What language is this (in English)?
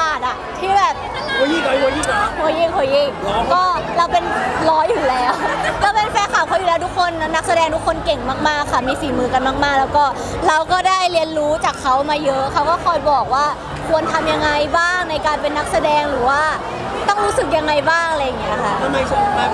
Thai